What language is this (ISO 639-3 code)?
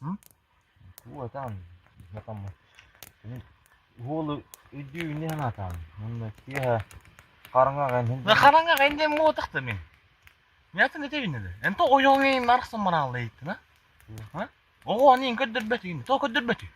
sah